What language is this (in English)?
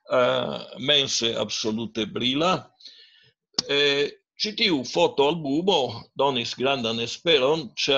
Esperanto